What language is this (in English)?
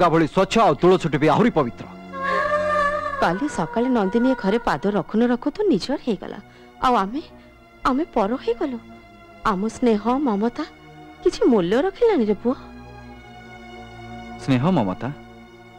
Odia